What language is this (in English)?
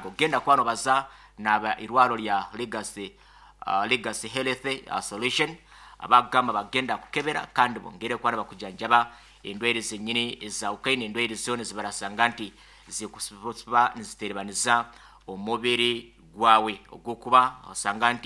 Nyoro